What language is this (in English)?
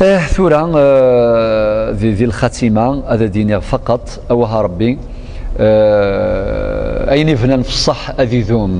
Kabyle